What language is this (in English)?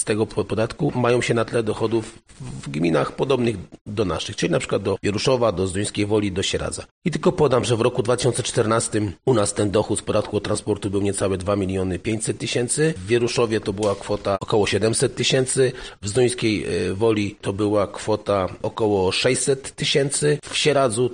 Polish